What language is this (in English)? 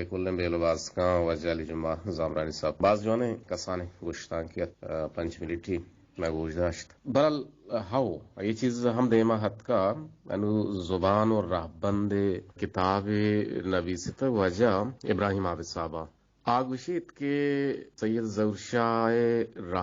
Eastern Balochi